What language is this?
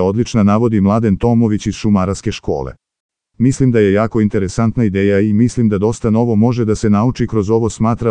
Serbian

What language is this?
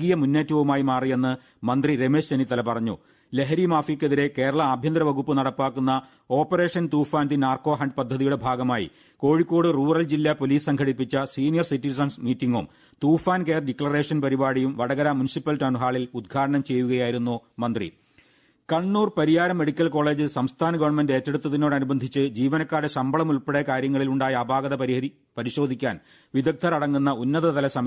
Malayalam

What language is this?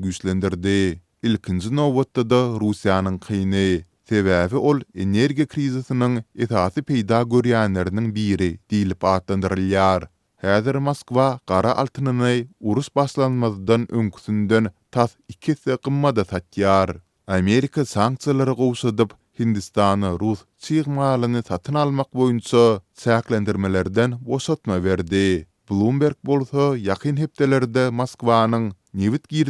Turkmen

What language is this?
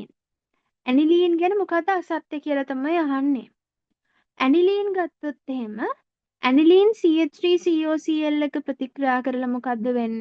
Sinhala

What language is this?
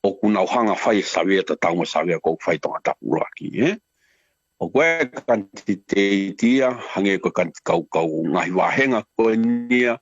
Tongan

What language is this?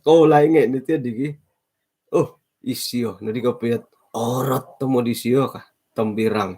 Central Dusun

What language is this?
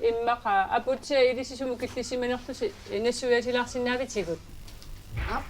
Kalaallisut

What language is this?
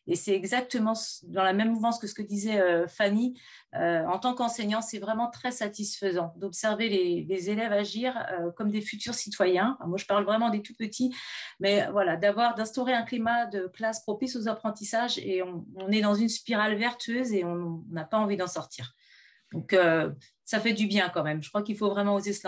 French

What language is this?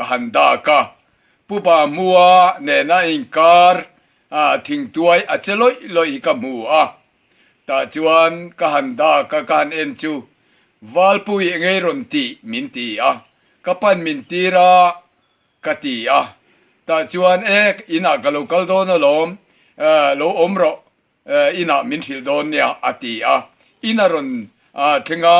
Mizo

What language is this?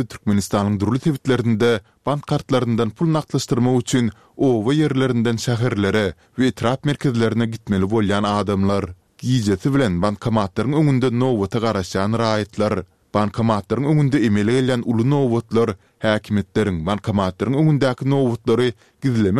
Turkmen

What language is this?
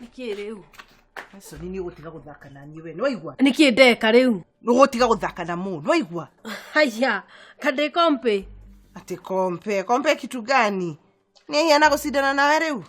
Kikuyu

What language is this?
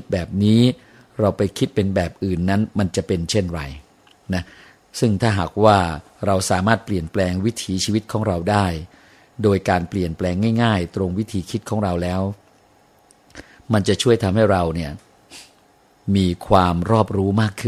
Thai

